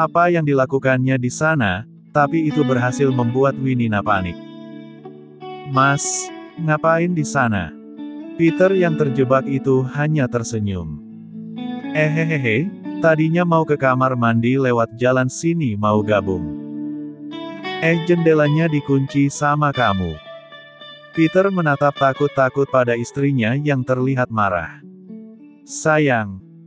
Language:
Indonesian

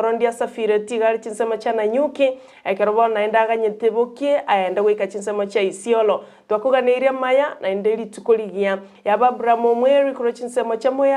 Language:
Gusii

